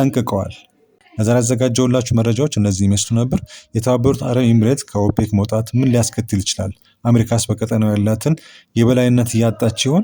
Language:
Amharic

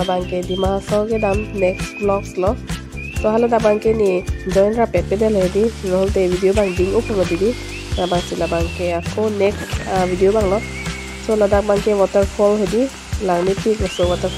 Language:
Karbi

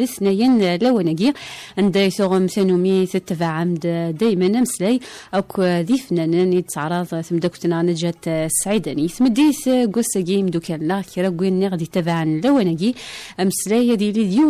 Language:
Kabyle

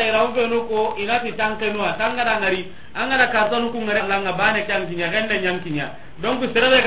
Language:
Soninke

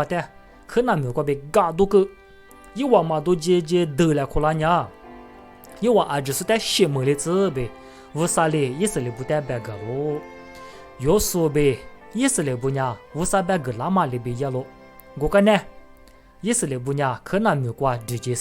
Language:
Lisu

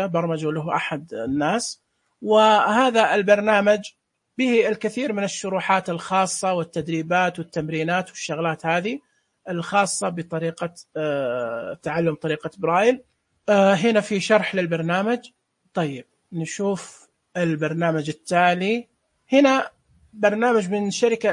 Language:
Najdi Arabic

